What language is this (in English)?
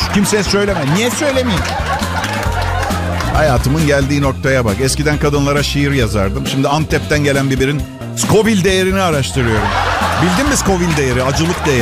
Turkish